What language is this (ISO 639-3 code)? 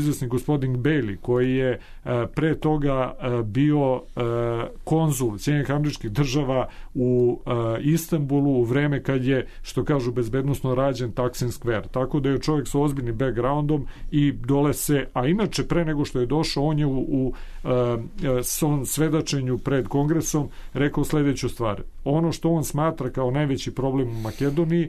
srp